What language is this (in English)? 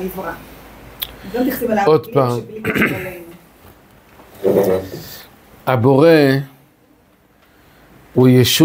Hebrew